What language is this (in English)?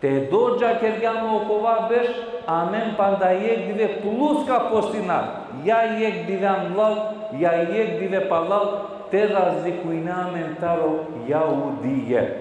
Balkan Romani